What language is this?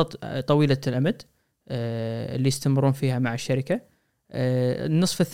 Gulf Arabic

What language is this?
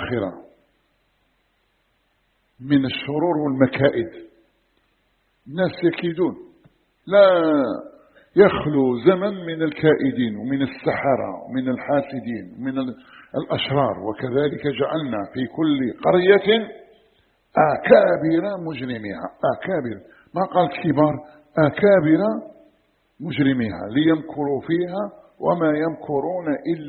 Arabic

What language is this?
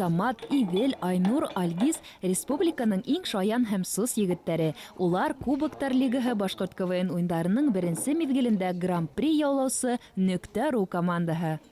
Bashkir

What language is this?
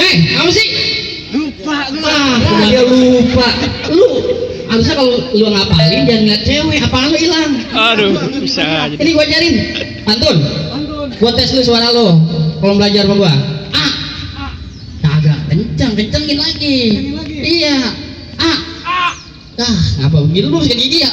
Betawi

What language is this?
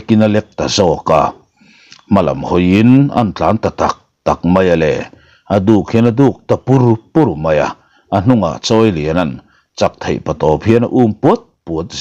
Mizo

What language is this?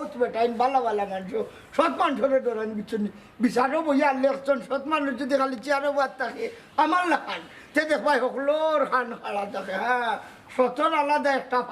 Sylheti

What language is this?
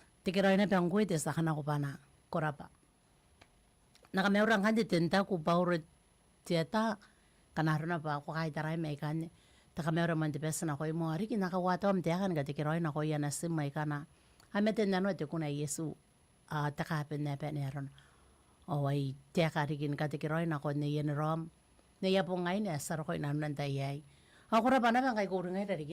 Gilbertese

